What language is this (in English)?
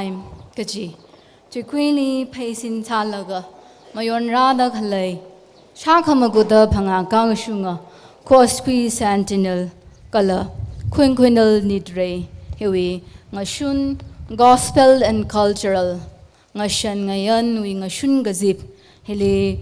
Tangkhul Naga (India)